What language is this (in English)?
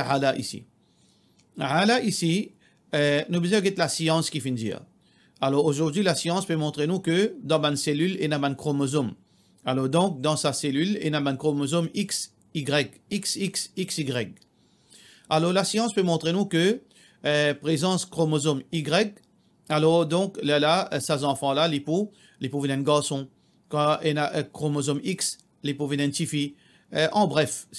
Morisyen